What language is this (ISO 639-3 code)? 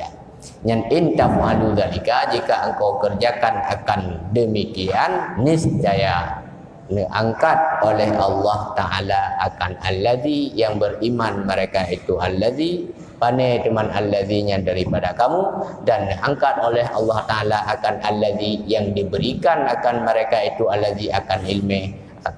ace